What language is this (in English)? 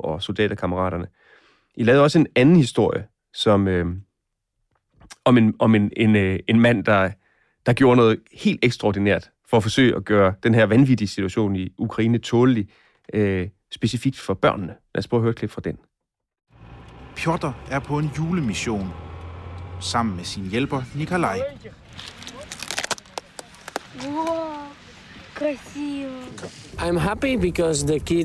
Danish